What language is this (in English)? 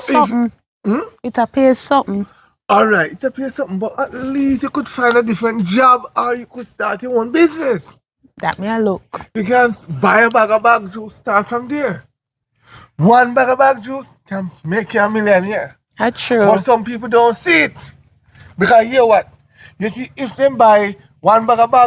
Jamaican Creole English